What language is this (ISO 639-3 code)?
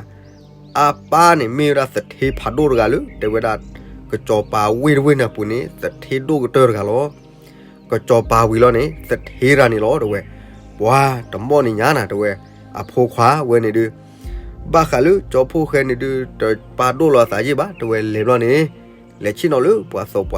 ksw